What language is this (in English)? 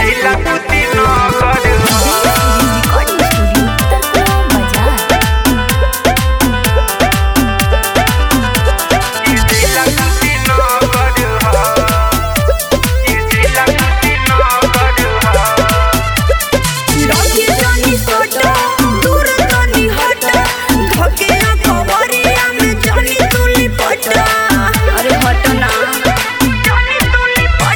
Bhojpuri